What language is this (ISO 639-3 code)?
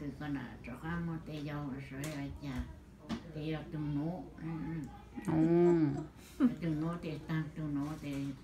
vie